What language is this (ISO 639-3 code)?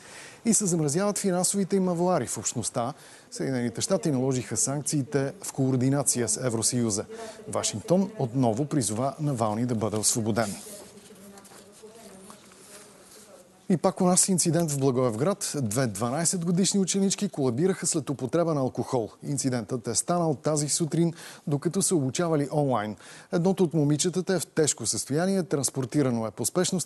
bul